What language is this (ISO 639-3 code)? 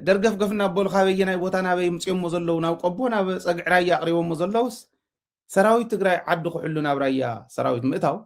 tir